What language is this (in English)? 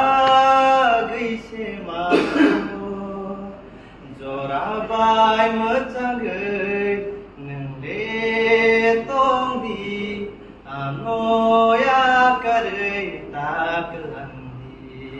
Kok Borok